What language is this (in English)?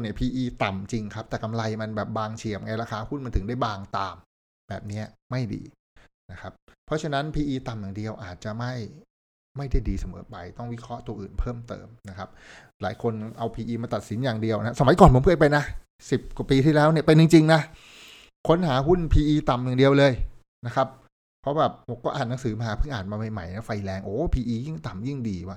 Thai